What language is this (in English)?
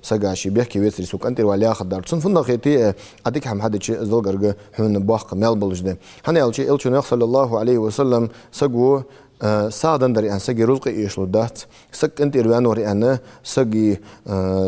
Ingush